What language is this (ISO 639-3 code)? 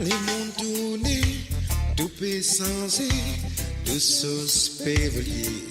mfe